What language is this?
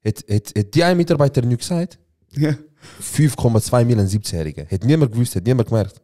Swiss German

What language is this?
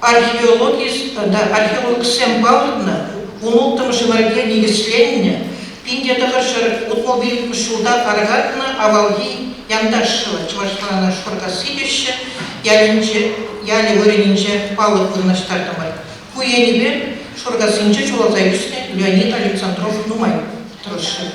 Chuvash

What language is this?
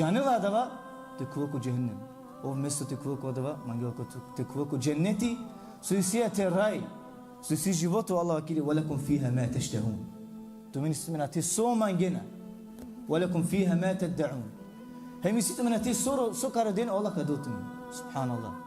Balkan Romani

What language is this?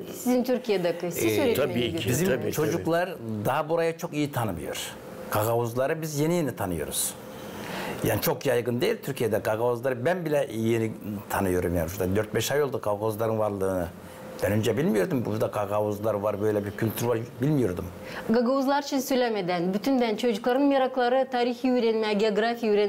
Gagauz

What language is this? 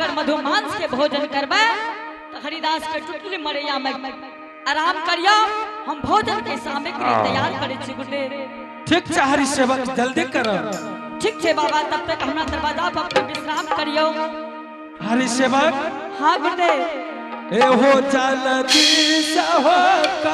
Angika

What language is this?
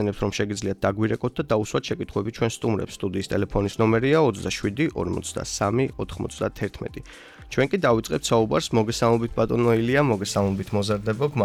Georgian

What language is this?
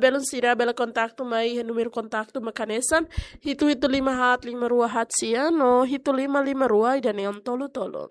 Tetum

